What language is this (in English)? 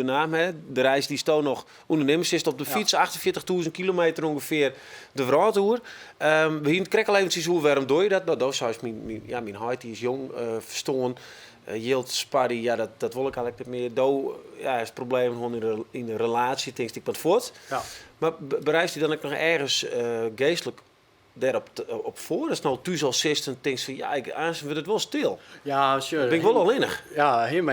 Western Frisian